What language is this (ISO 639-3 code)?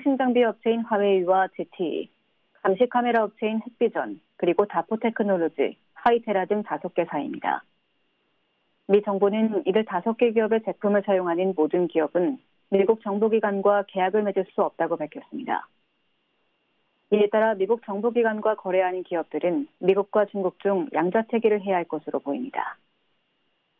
kor